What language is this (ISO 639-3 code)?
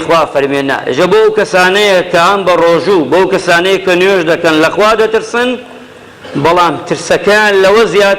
ckb